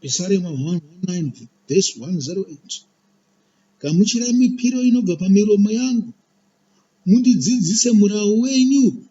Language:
Shona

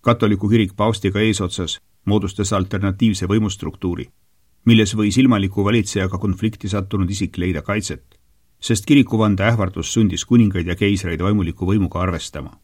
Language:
Estonian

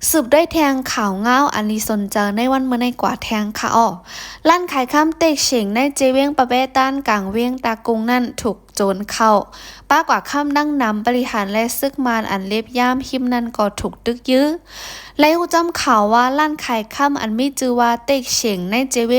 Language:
Shan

